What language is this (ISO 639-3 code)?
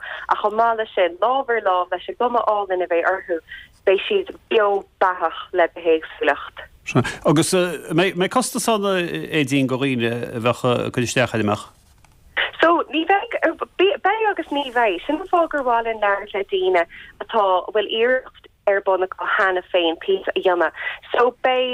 gle